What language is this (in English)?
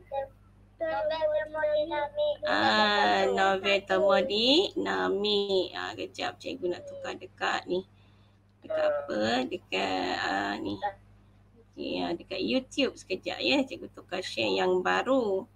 Malay